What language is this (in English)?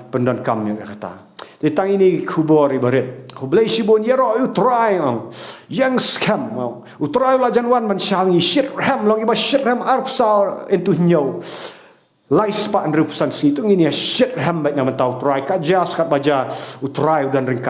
Khasi